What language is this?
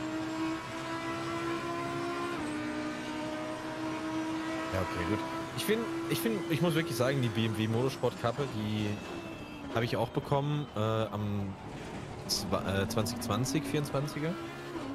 German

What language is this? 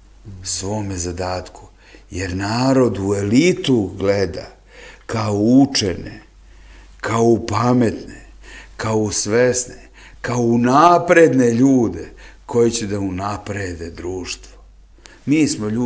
Serbian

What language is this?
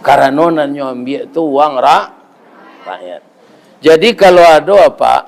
Minangkabau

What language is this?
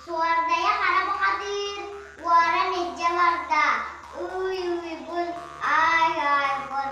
Yakut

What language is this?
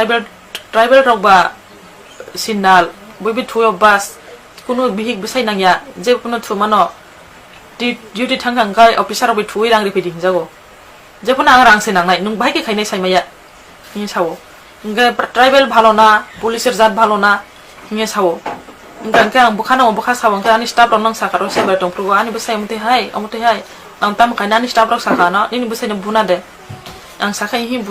Kok Borok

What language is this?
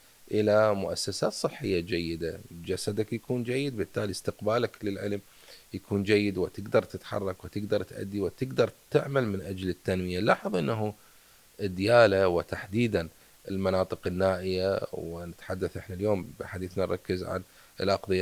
Mesopotamian Arabic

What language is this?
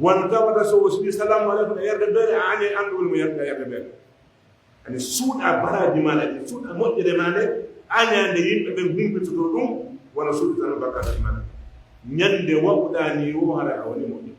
Pular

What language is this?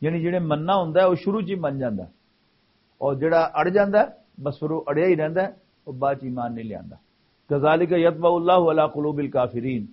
Western Panjabi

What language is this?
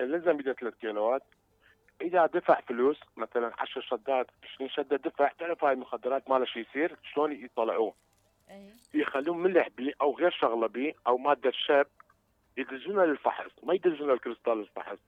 Mesopotamian Arabic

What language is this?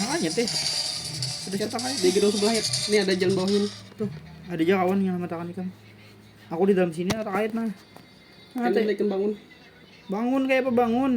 Banjar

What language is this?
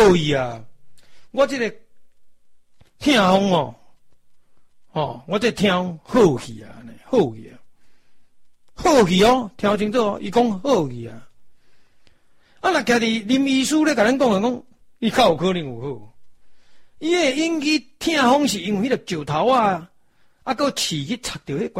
Min Nan Chinese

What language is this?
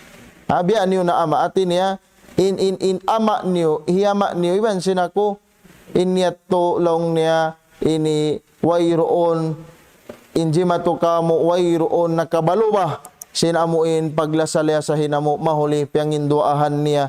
Tausug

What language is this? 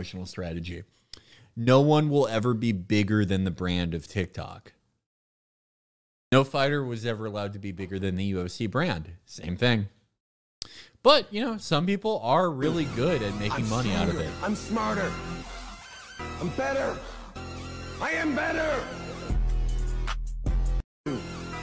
English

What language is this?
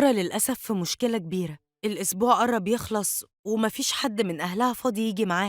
Egyptian Arabic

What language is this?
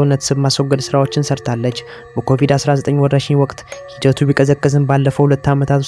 Amharic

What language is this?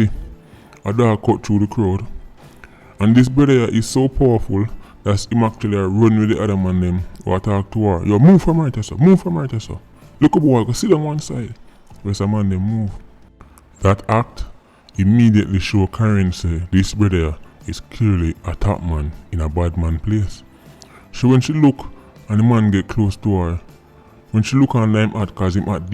Jamaican Creole English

